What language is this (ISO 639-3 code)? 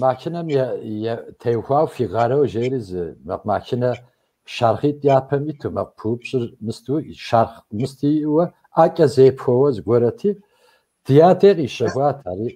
kbd